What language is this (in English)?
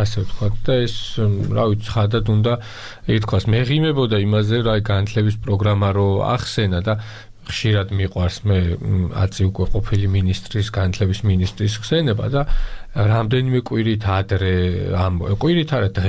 Georgian